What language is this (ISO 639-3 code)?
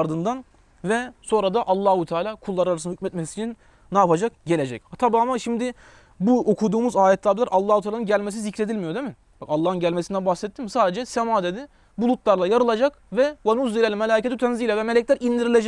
tur